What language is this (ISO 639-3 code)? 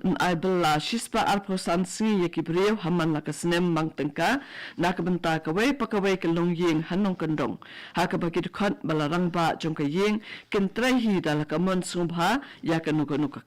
kha